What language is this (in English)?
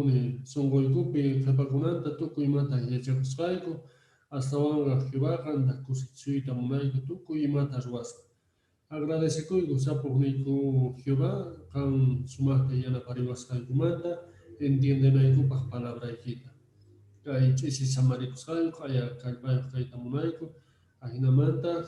Quechua